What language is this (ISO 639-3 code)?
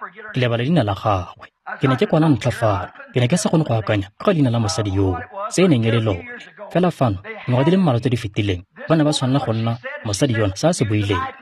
tsn